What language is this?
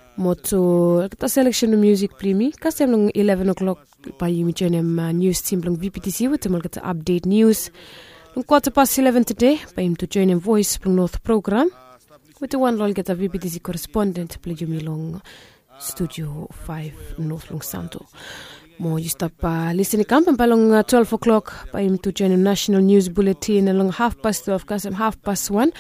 Bislama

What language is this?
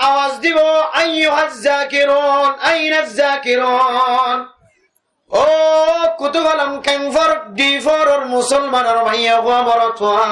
Rohingya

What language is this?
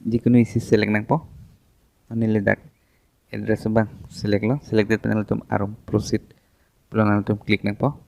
Karbi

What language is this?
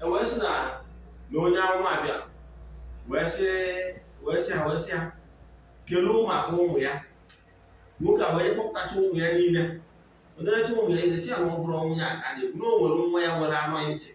Igbo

